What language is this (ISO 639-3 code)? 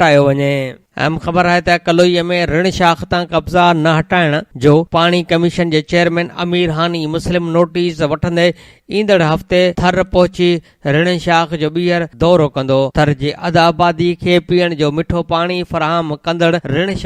snd